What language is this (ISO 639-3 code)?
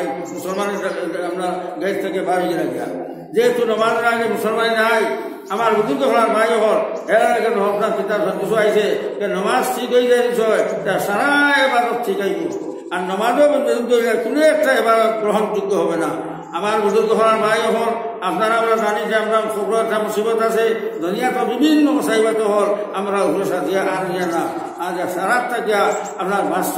syl